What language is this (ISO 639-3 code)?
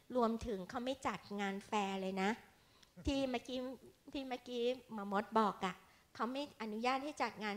tha